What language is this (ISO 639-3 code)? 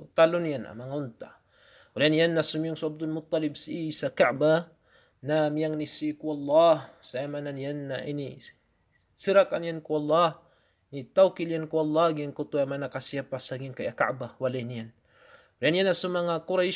mrw